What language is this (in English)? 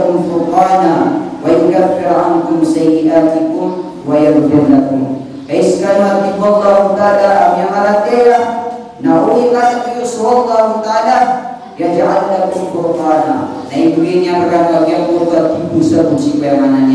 Maranao